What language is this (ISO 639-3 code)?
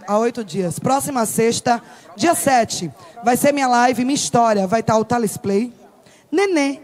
por